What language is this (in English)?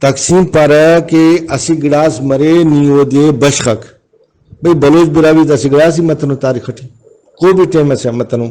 Brahui